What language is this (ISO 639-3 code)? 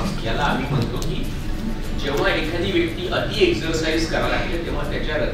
mar